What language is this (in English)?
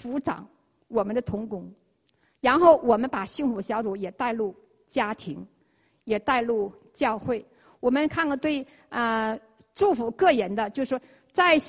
Chinese